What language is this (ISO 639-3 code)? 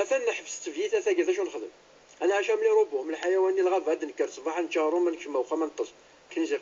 ary